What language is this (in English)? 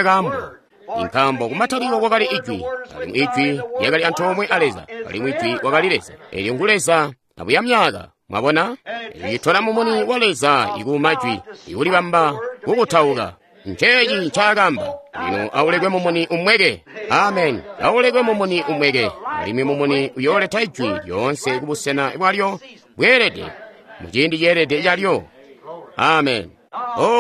Tonga (Zambia)